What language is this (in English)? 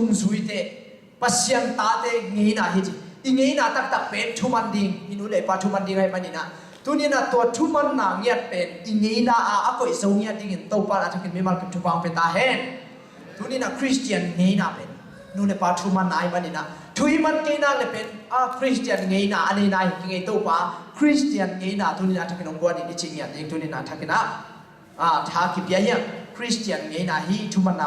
Tedim Chin